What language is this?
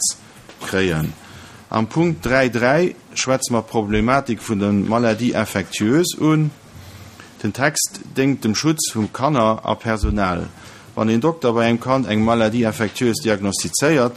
Luxembourgish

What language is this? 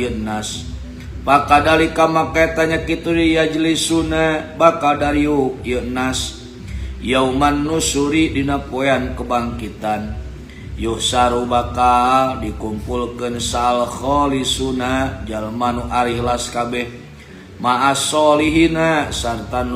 Sundanese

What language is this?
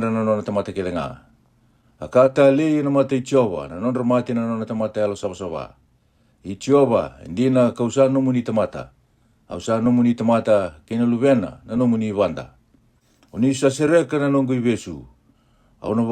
Fijian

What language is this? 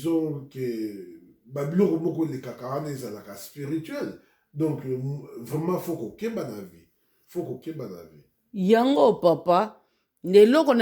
Lingala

